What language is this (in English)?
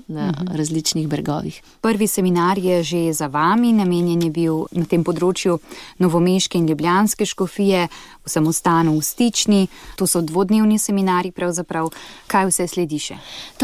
Slovenian